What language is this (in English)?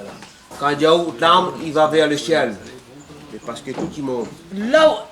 Réunion Creole French